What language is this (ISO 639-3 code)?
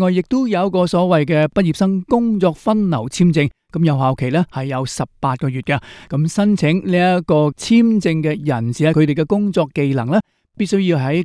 yue